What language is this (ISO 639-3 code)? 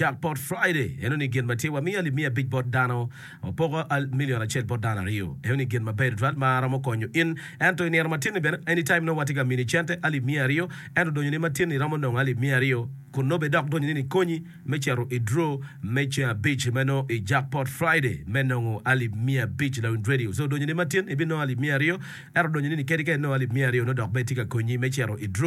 ach